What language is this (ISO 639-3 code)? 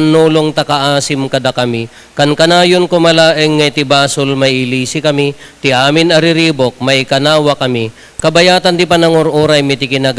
ilo